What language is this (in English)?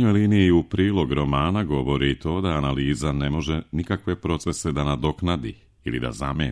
Serbian